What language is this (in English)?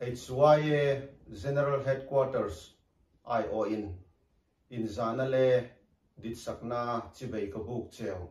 Hmar